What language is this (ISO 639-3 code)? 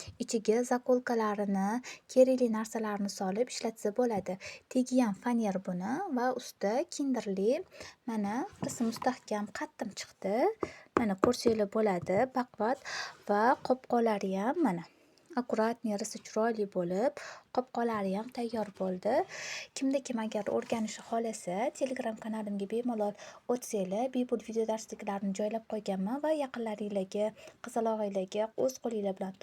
uzb